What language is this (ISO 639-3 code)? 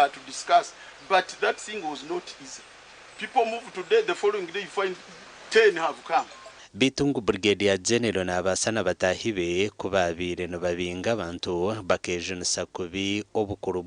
nyn